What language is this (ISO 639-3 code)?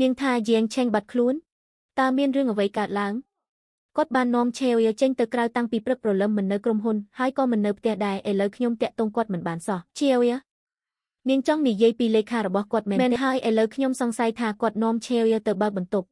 khm